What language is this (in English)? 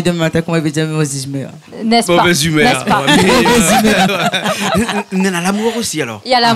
Réunion Creole French